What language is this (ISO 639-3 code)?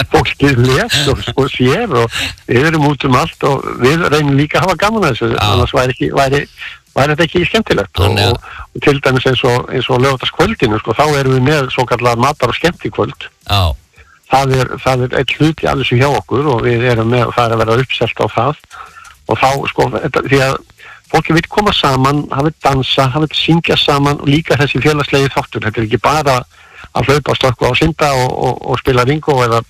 isl